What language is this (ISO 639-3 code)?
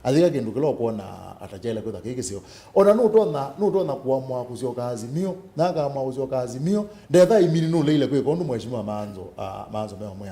kam